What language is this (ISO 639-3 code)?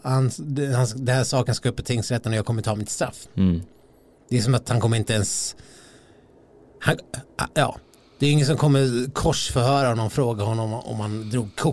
swe